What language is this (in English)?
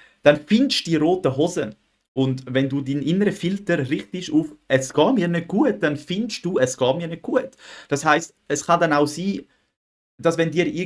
Swiss German